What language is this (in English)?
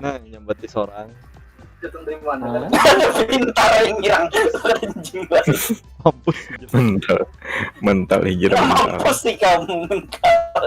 Banjar